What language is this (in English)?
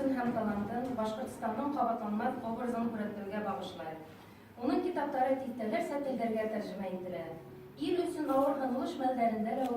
Bashkir